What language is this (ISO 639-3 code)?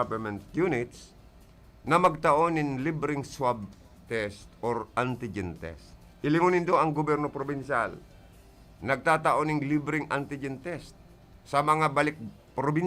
bik